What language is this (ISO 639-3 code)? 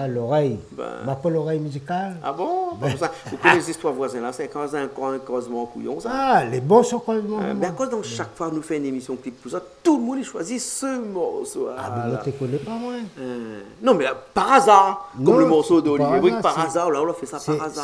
rcf